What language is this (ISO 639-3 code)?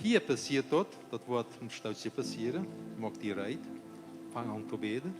pdt